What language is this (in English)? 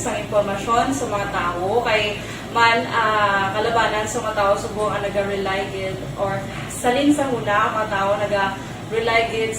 Hiligaynon